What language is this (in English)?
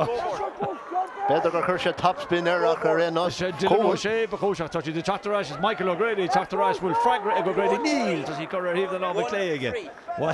Irish